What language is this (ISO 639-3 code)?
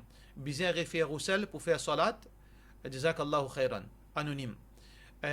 mfe